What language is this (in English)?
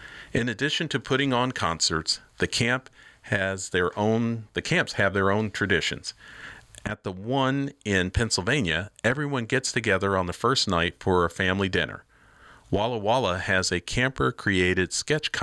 English